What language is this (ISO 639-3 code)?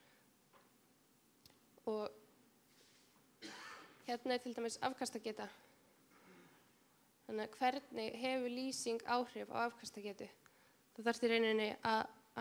isl